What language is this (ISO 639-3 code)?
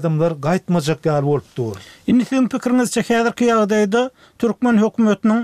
tuk